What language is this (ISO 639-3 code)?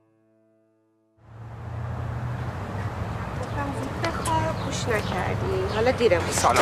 fas